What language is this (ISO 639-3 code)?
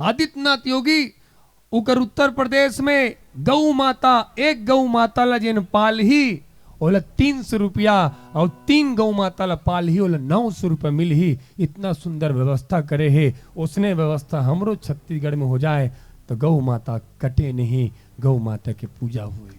hne